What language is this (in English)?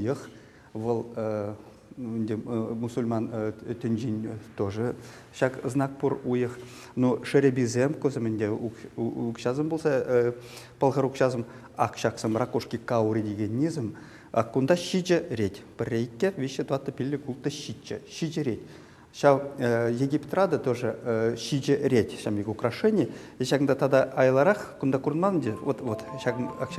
Chuvash